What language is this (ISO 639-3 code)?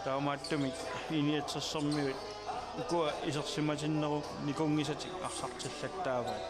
kal